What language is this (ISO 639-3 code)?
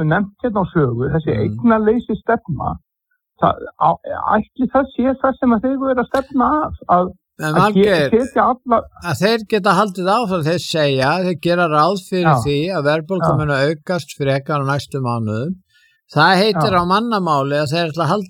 isl